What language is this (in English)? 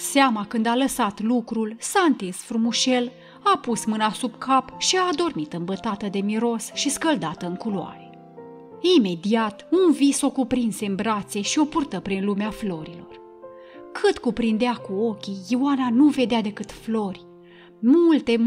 Romanian